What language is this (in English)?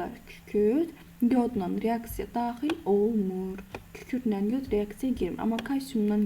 Azerbaijani